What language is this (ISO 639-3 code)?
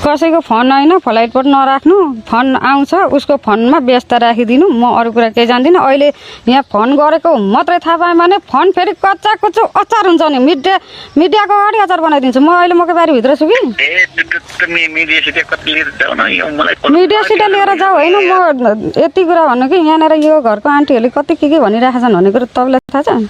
nep